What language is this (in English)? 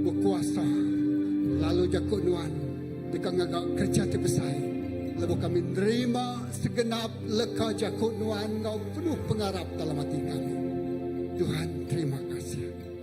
Iban